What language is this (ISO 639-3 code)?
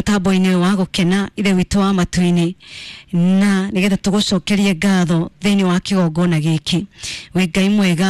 kik